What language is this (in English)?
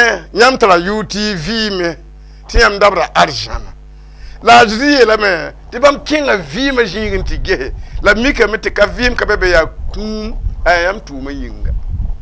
Mossi